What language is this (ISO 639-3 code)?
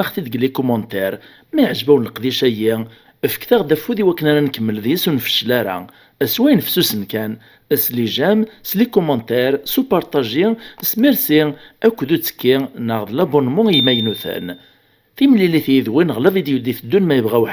kab